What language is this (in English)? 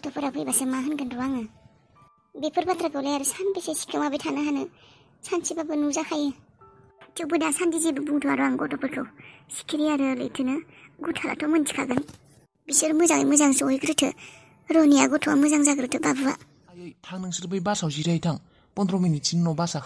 Bodo